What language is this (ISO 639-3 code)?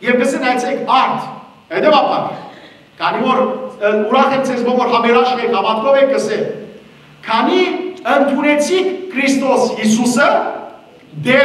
hyw